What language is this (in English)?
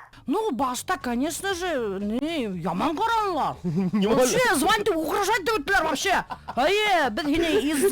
Bashkir